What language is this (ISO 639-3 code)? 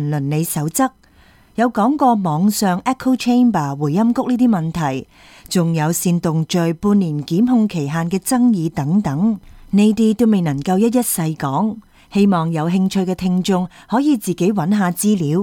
yue